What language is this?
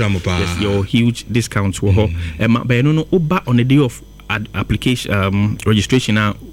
Akan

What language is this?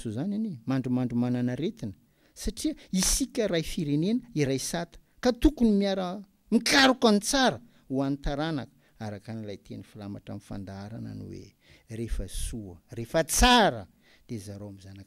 Malagasy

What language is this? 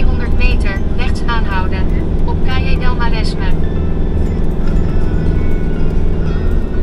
Dutch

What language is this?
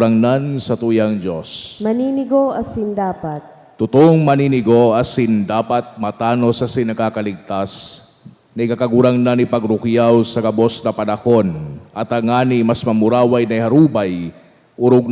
Bikol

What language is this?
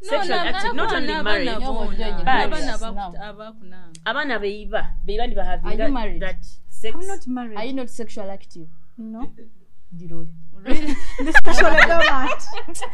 Nyoro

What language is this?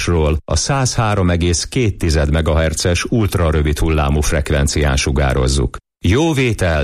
Hungarian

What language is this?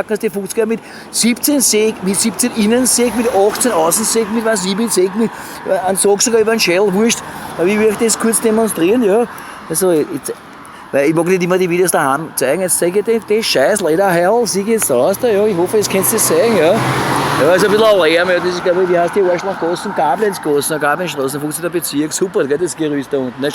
Bavarian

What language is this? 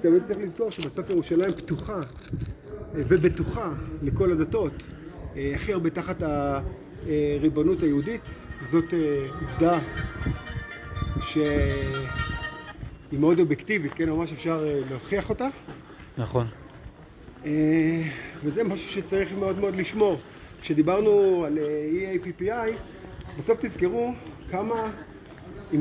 Hebrew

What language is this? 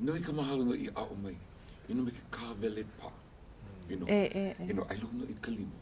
Hawaiian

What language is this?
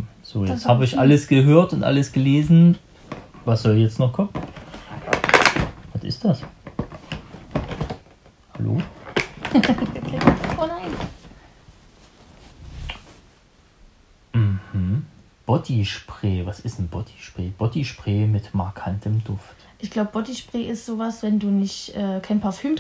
German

